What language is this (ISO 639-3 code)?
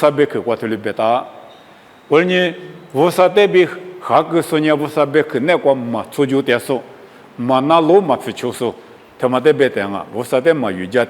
lis